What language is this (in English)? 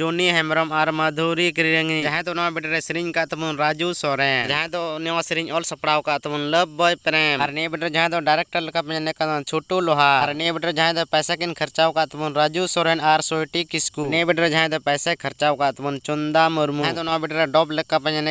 Santali